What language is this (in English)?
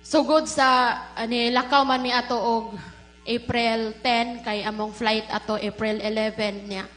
Cebuano